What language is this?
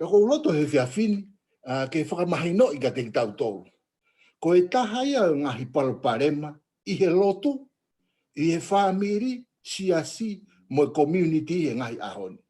Tongan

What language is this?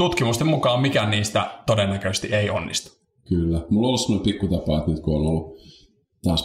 Finnish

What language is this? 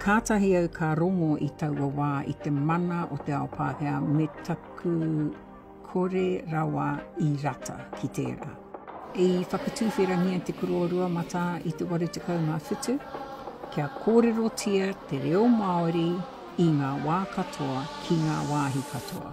Māori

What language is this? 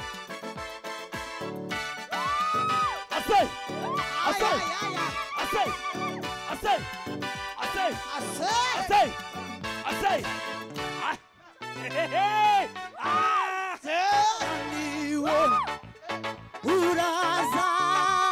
Kinyarwanda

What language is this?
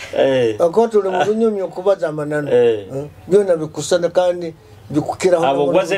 Nyoro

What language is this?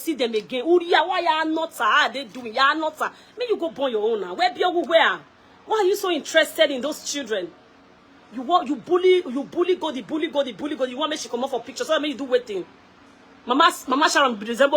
Nigerian Pidgin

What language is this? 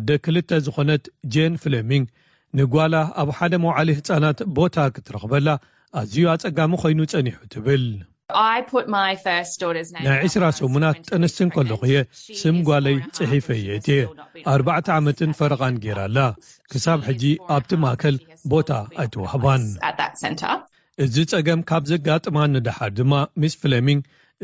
Tigrinya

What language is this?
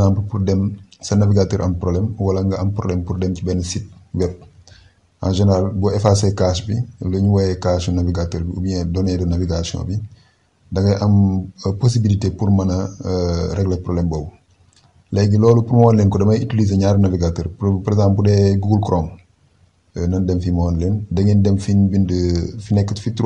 Wolof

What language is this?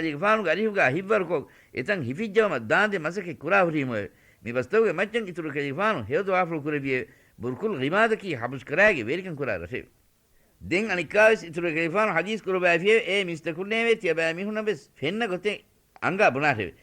Divehi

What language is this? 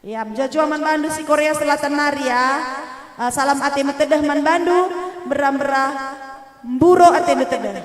Batak Karo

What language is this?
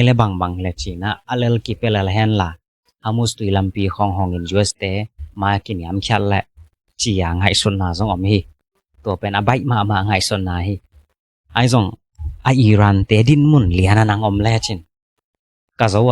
Tedim Chin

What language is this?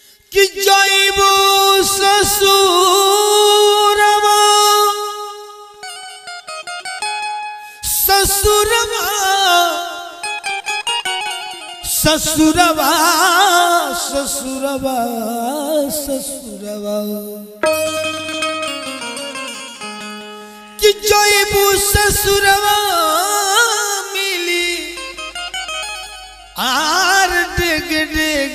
Bhojpuri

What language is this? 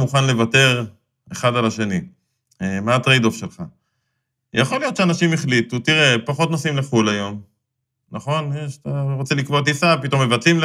Hebrew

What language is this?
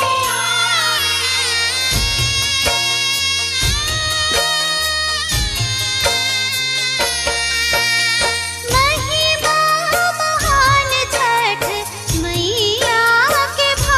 Bhojpuri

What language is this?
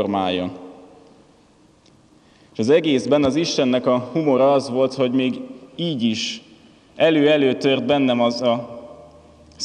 Hungarian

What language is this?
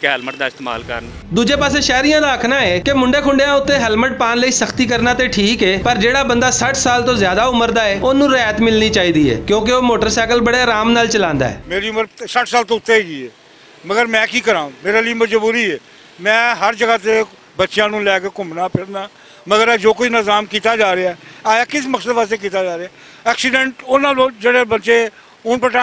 Western Panjabi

